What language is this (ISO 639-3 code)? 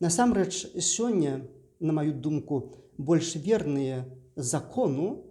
bel